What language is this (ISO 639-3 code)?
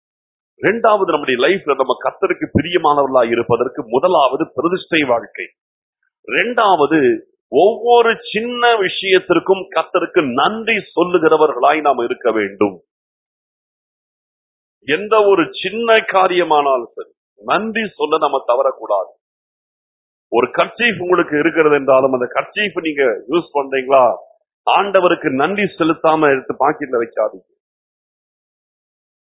tam